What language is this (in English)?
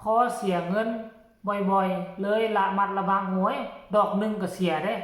Northeastern Thai